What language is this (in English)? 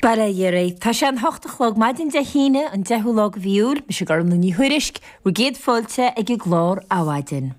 Irish